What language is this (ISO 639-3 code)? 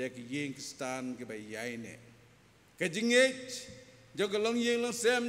kha